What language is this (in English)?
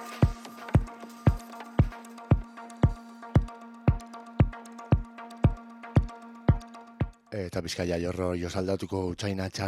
Basque